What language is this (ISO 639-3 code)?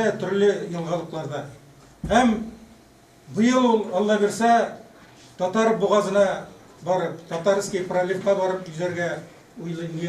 tat